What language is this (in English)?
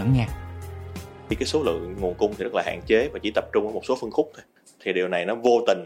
Vietnamese